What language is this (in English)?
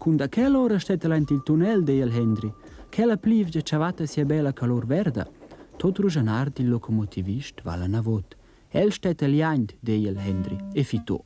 Romansh